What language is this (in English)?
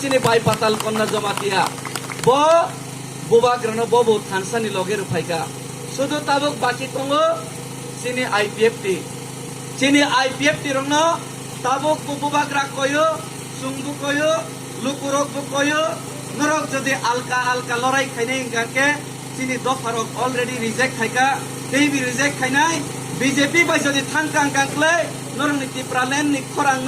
Kok Borok